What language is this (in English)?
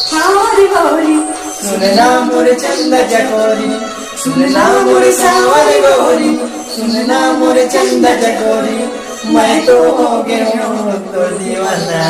Chhattisgarhi